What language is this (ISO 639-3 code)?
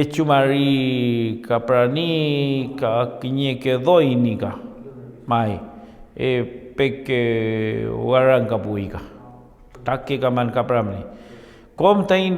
arn